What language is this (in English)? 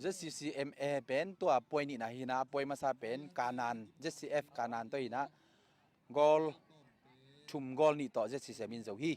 Tedim Chin